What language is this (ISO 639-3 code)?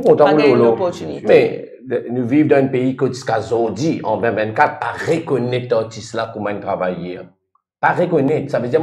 mfe